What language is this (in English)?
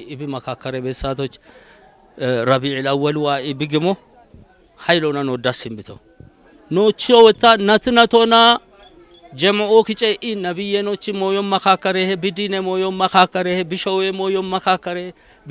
Kafa